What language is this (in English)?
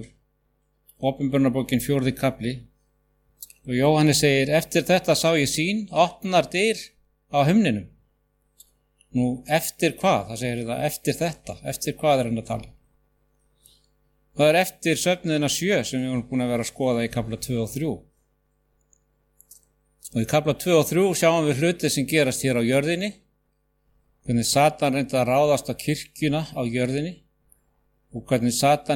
Icelandic